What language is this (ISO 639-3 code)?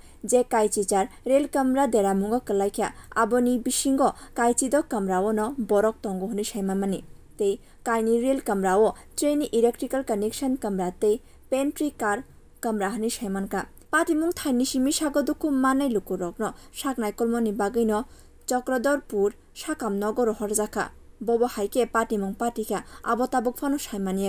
trp